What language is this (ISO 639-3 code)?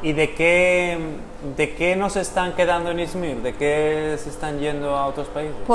lad